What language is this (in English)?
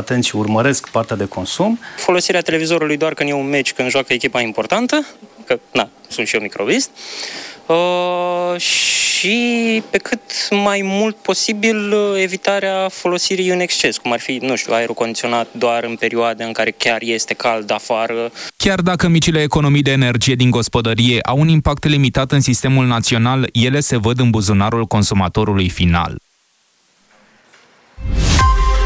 Romanian